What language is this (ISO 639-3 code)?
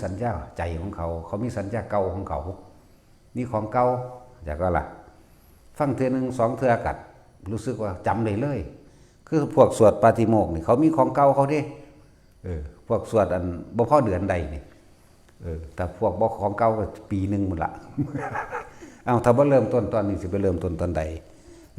lao